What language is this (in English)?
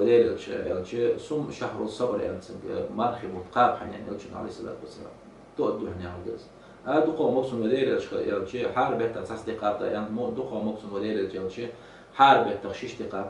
Ingush